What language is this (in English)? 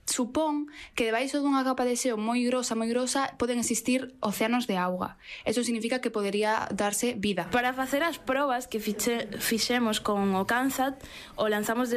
Galician